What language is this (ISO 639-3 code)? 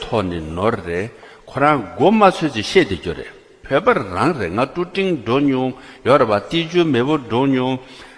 bod